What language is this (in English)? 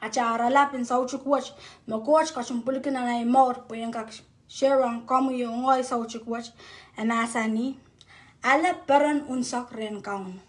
Pohnpeian